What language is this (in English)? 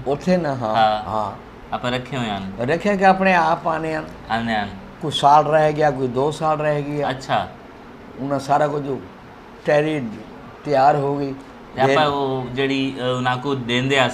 Saraiki